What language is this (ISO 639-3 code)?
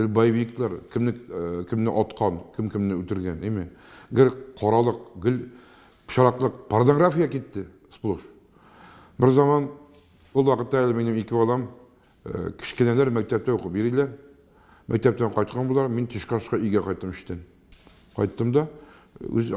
tat